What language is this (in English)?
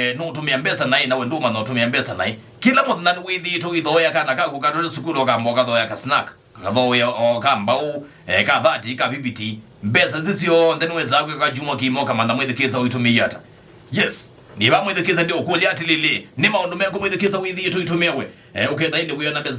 Kamba